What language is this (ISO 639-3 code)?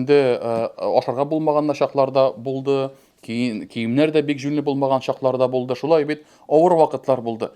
tat